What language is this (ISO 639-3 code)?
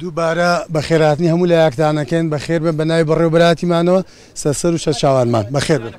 ckb